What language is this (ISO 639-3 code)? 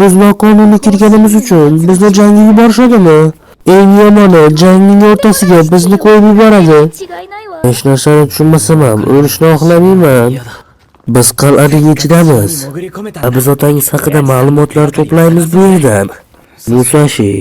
uzb